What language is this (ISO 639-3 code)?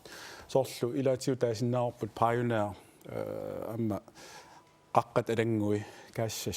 kal